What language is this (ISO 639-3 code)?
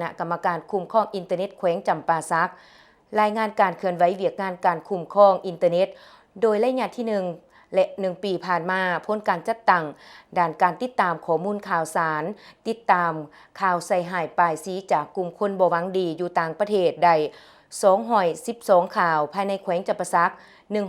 lao